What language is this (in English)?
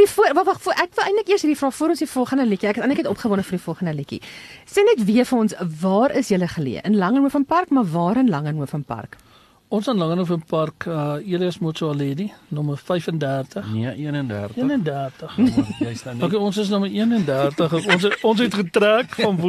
Afrikaans